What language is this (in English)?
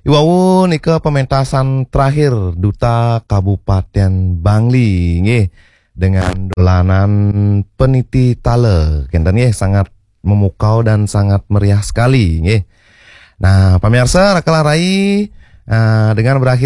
Balinese